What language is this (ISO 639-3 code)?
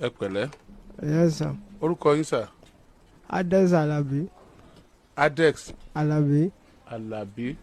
yor